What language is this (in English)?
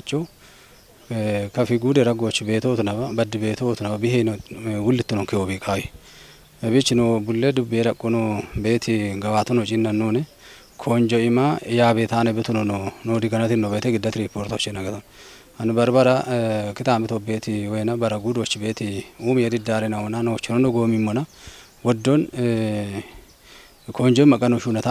Kafa